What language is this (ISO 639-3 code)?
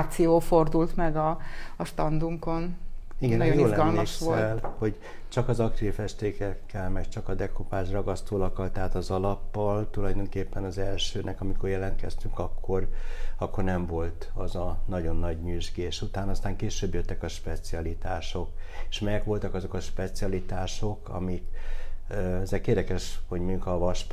hun